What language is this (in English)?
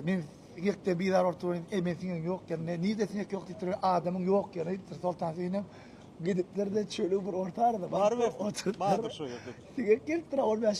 Turkmen